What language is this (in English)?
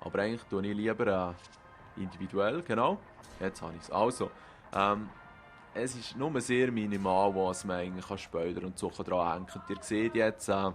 Swiss German